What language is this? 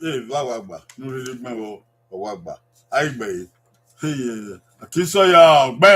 Bini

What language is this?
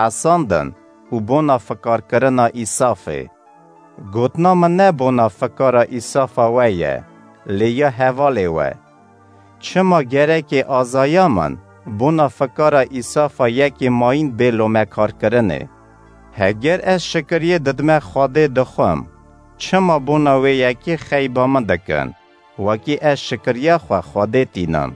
Kurdish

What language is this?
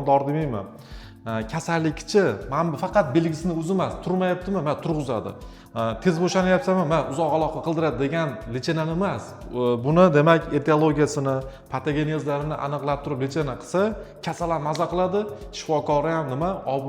Uzbek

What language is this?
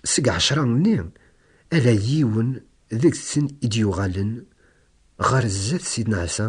Kabyle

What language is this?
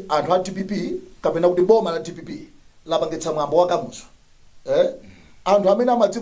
Nyanja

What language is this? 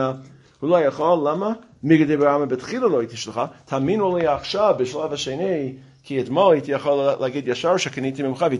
Hebrew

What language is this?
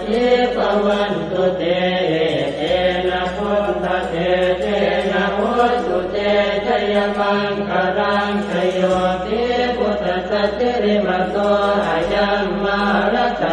Pali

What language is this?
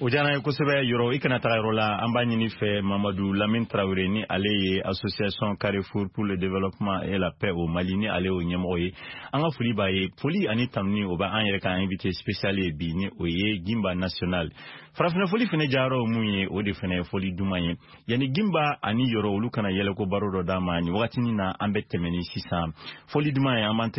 Bambara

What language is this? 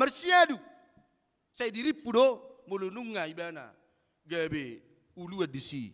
Batak Toba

